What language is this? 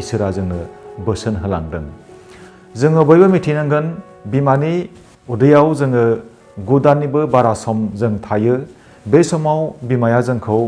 Bodo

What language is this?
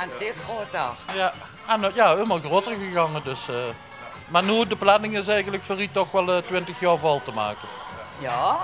Limburgish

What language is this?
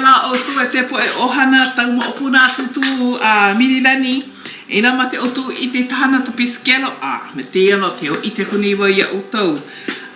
Hawaiian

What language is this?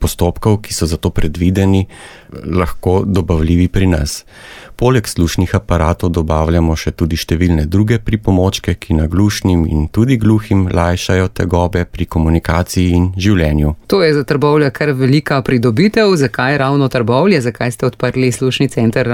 Slovenian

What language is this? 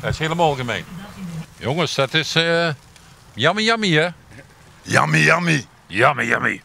Limburgish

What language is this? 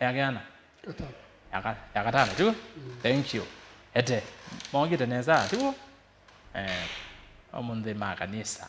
Kamba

